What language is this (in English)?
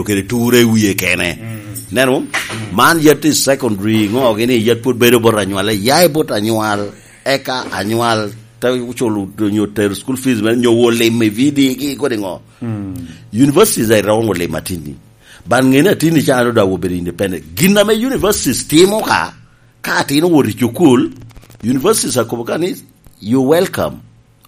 Lango (Uganda)